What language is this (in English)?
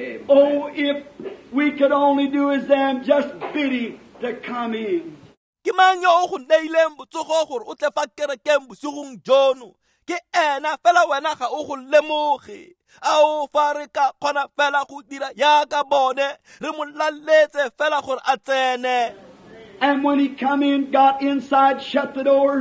Tswana